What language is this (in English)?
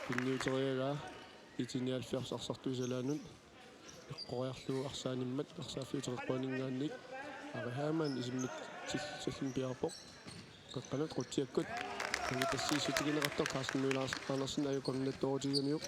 Kalaallisut